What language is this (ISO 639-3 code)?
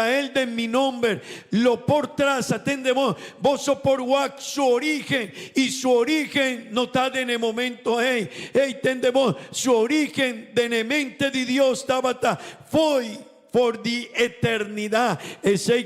pap